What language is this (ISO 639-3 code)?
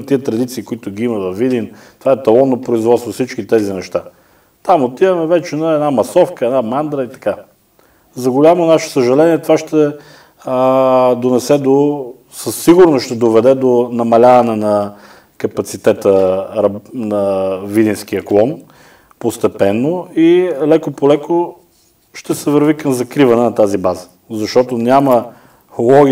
bul